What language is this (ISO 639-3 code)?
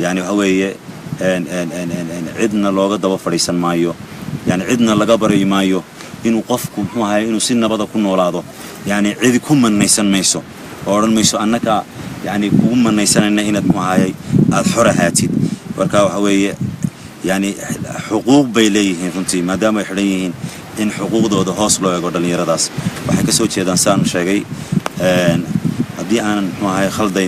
som